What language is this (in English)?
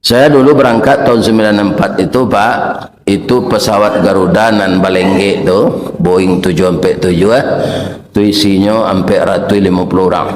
Minangkabau